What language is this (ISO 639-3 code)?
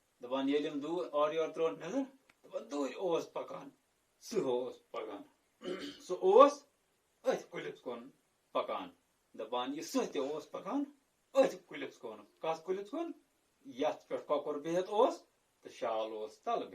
kas